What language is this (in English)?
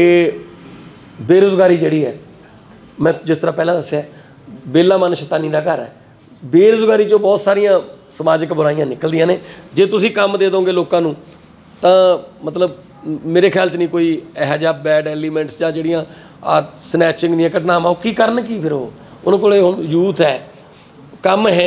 Punjabi